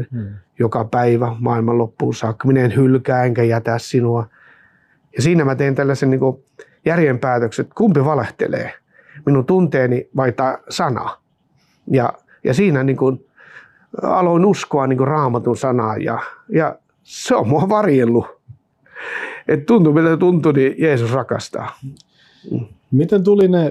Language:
Finnish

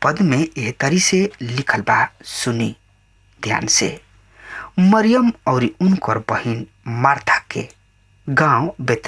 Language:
Bhojpuri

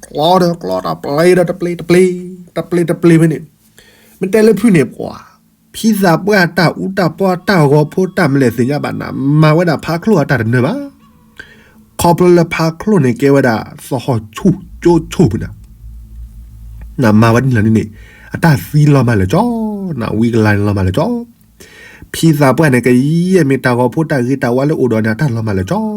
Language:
S'gaw Karen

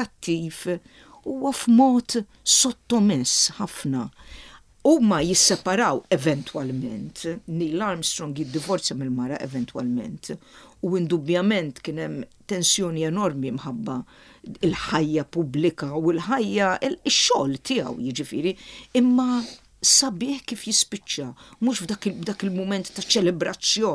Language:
Maltese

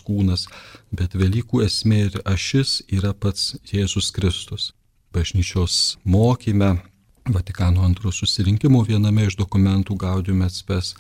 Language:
Lithuanian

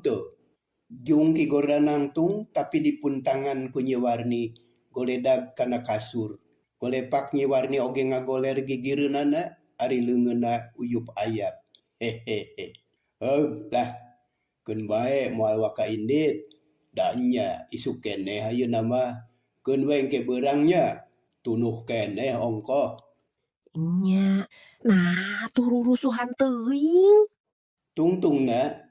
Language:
Sundanese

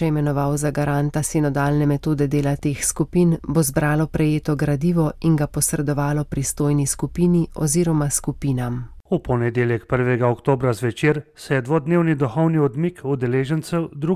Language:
Slovenian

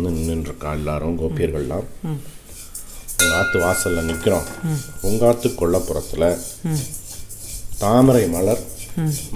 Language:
Tamil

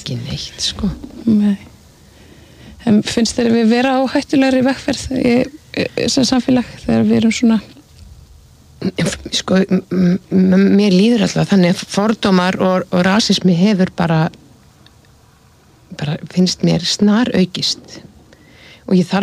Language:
Icelandic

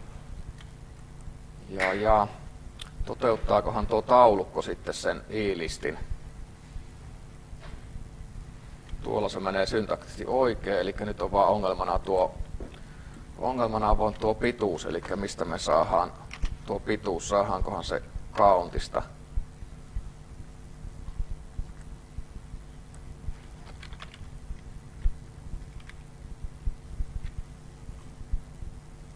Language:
Finnish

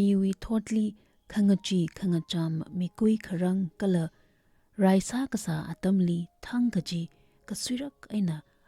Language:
Tangkhul Naga (India)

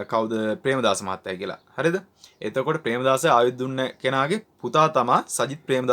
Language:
Sinhala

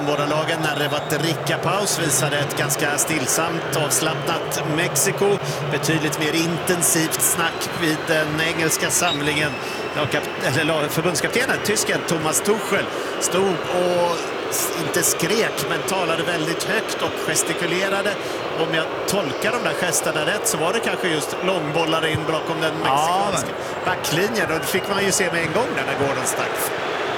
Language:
Swedish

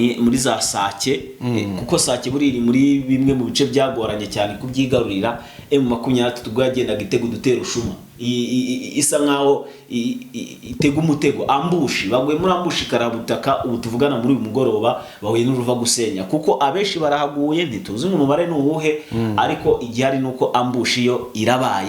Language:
Kinyarwanda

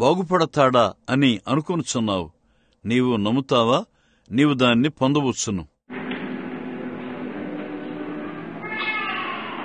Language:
Telugu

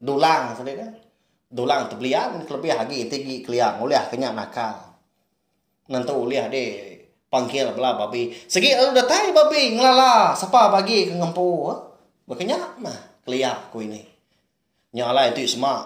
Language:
Iban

